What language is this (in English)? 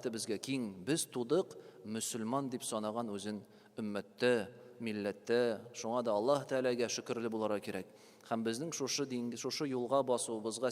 Tatar